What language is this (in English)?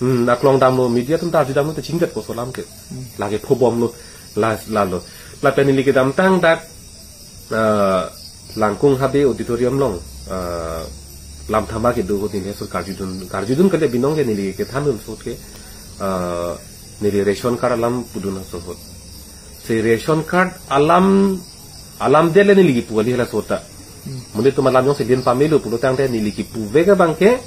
Karbi